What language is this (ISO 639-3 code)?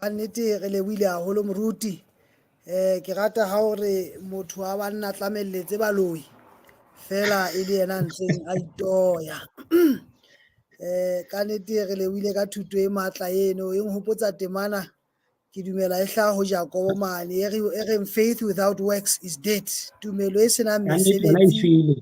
sot